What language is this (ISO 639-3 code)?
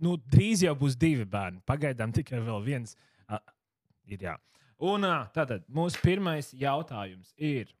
lav